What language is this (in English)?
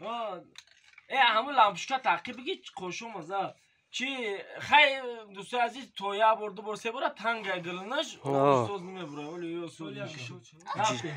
Tajik